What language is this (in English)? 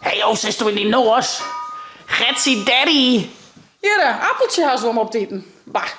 Western Frisian